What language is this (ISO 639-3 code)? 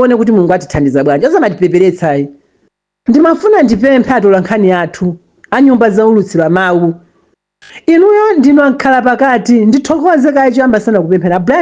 nya